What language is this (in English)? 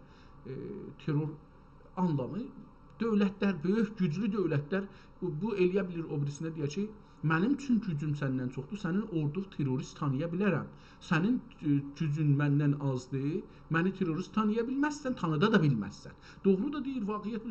South Azerbaijani